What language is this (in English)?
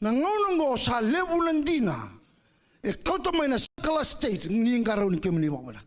Fijian